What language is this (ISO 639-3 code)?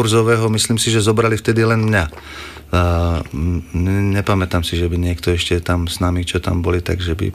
slk